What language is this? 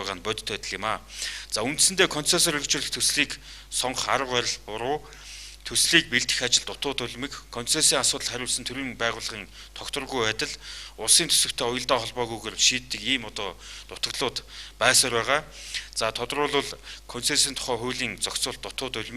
Mongolian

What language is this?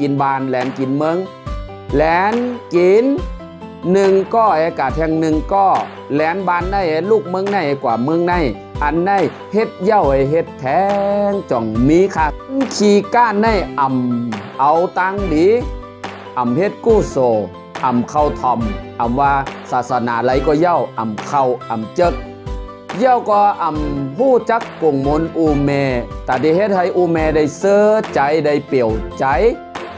Shan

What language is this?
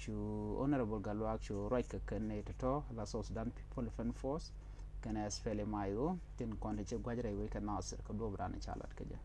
Nuer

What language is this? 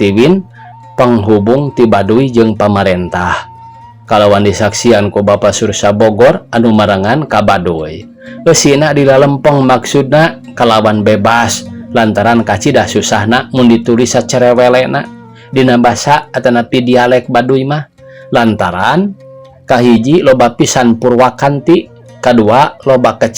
Sundanese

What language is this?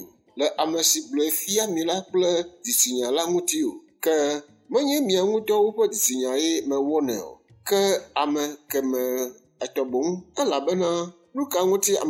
Ewe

